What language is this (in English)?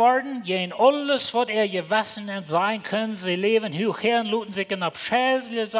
Plautdietsch